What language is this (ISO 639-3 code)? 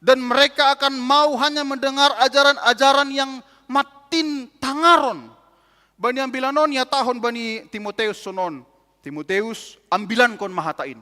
bts